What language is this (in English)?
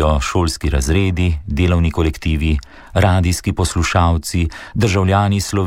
Slovenian